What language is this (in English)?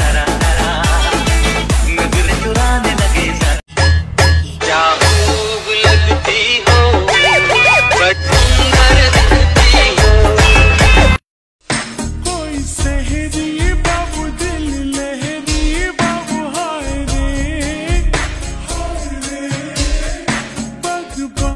Hindi